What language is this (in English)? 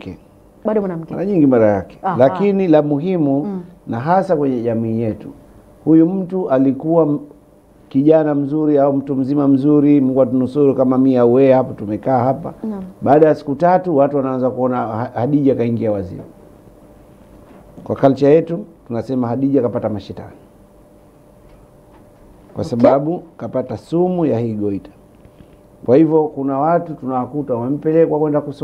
Swahili